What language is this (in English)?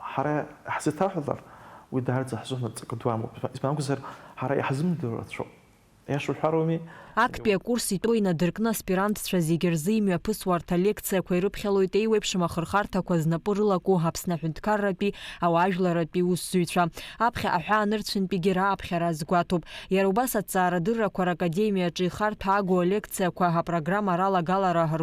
Abkhazian